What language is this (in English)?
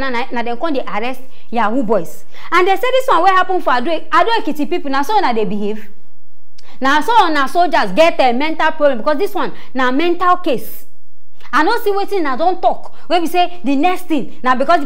Nigerian Pidgin